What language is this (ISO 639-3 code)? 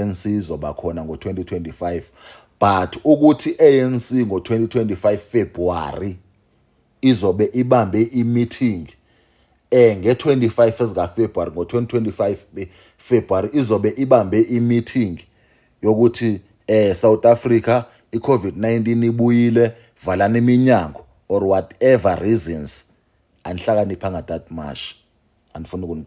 zul